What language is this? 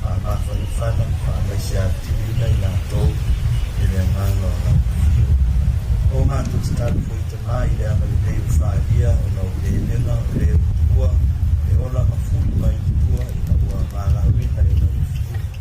Samoan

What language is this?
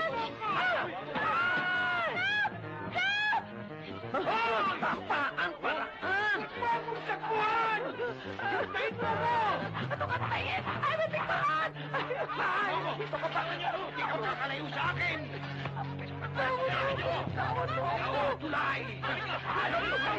Filipino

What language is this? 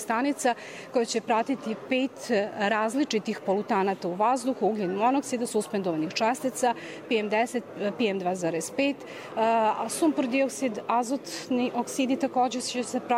Bosnian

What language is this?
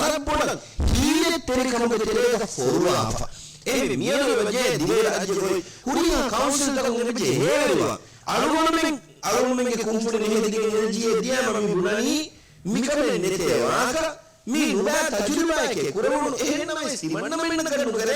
Divehi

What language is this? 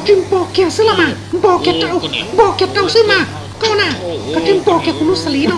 Hmong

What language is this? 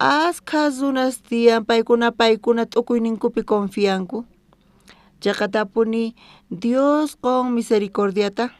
South Bolivian Quechua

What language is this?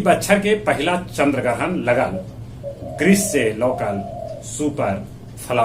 Magahi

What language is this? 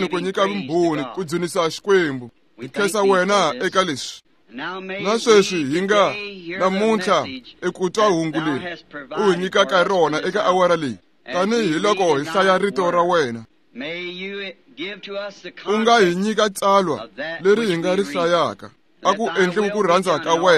Tsonga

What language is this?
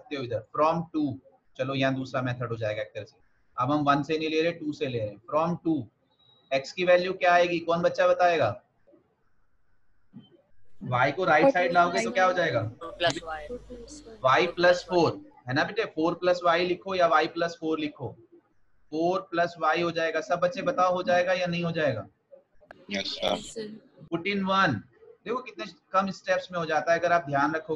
Hindi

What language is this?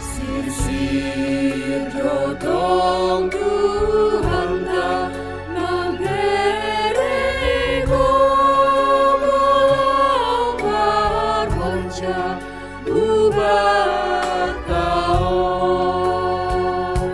Batak Simalungun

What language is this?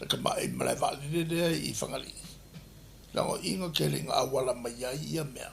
Samoan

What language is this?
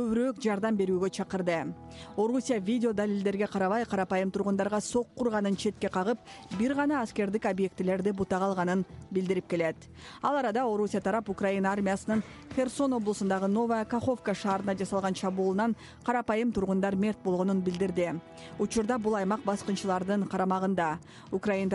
Kyrgyz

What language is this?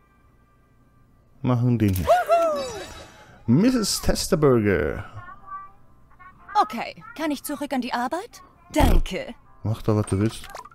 German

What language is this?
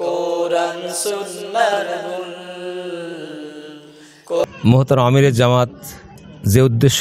Bangla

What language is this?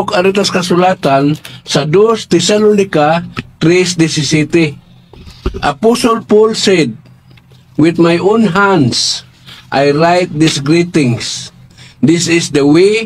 Cebuano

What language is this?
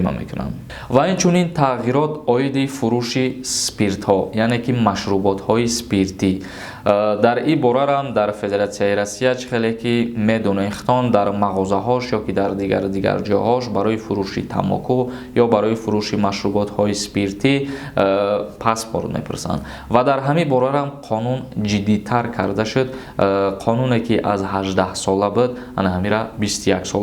Tajik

